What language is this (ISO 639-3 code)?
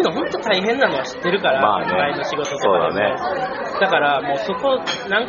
jpn